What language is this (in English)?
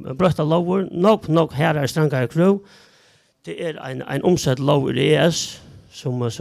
Faroese